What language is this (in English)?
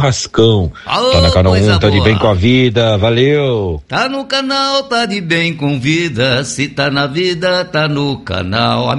Portuguese